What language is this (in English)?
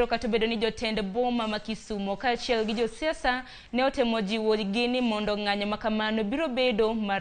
Luo (Kenya and Tanzania)